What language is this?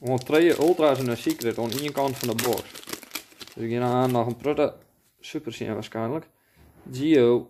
Western Frisian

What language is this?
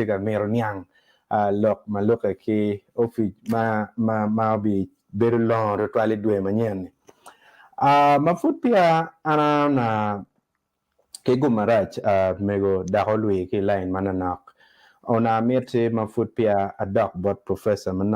Acoli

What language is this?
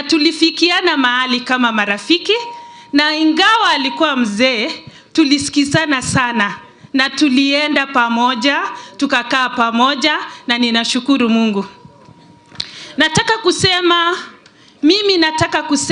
Swahili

